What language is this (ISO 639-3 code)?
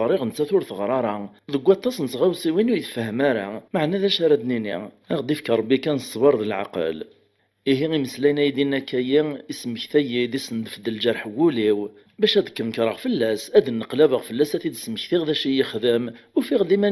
kab